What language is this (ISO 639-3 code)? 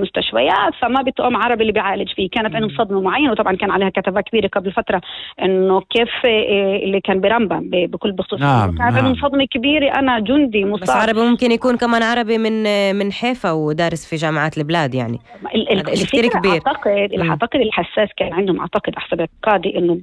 apc